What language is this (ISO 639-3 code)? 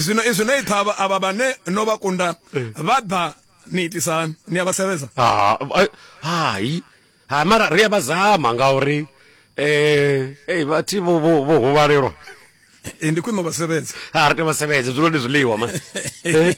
ven